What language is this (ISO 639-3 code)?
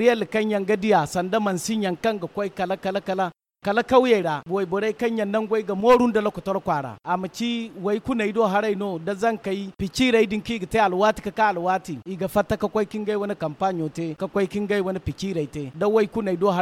dje